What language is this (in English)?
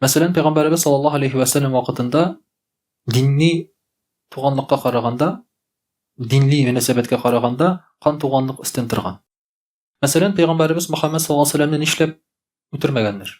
Tatar